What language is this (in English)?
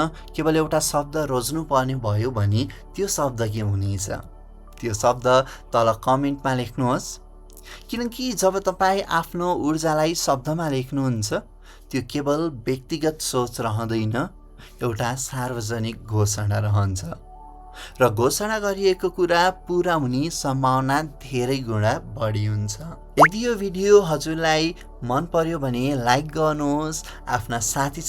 Nepali